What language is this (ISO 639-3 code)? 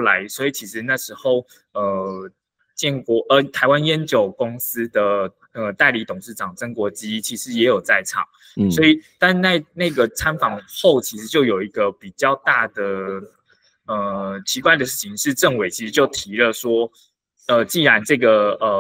zho